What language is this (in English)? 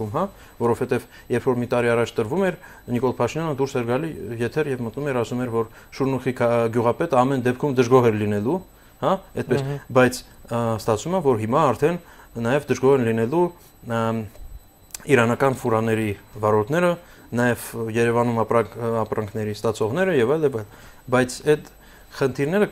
Armenian